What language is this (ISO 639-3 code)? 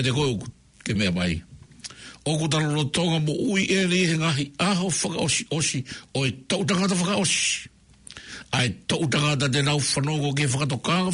ton